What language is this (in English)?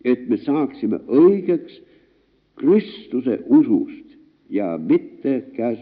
Estonian